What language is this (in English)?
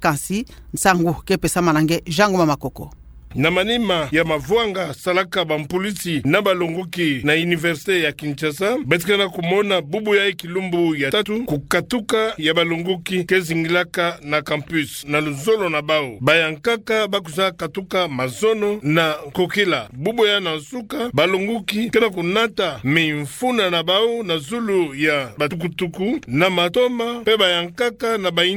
Kituba (Democratic Republic of Congo)